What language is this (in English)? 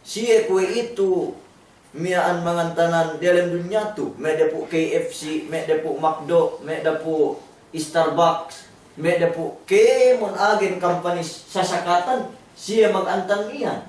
Yakan